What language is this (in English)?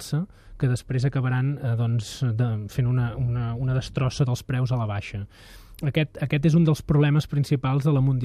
Catalan